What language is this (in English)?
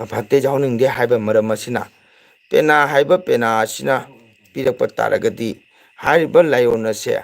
Manipuri